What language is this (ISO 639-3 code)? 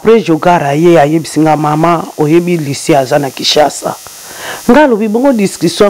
lin